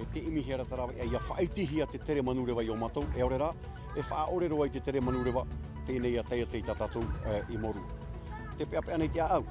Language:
Tahitian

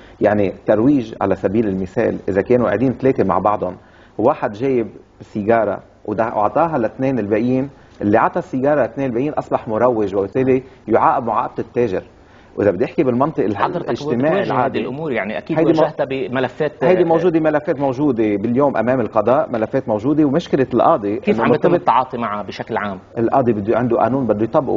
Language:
North Levantine Arabic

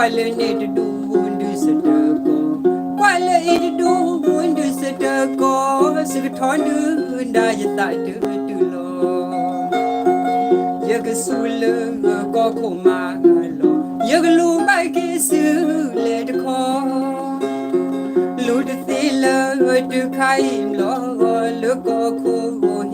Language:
S'gaw Karen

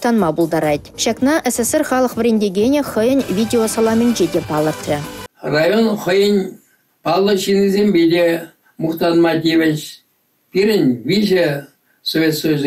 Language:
Chuvash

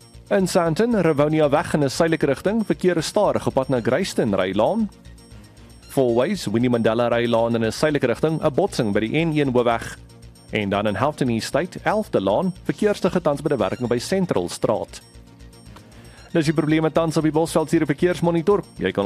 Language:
Afrikaans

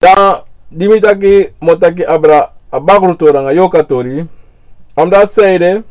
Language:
Sranan Tongo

